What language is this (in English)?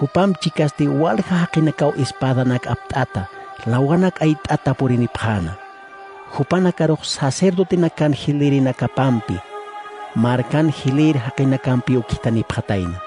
Aymara